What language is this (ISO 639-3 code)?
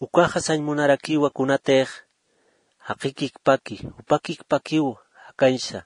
aym